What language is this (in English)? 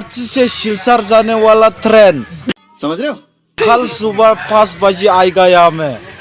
Dimasa